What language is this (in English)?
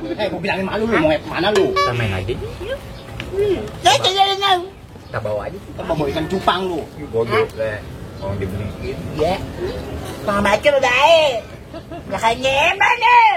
Betawi